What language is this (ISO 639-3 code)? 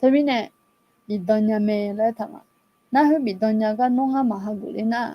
ahk